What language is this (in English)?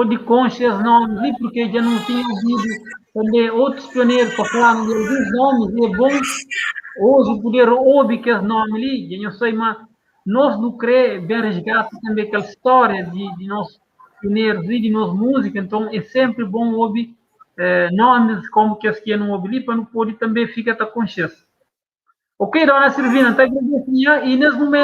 Kabuverdianu